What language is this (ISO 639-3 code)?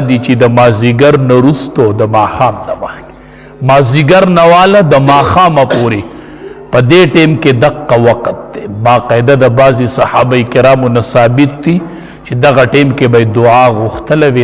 pus